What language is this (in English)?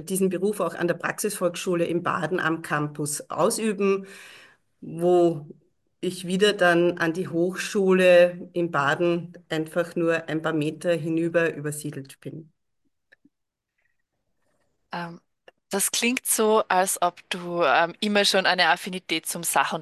German